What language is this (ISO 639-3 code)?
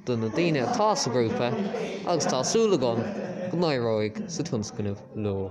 gle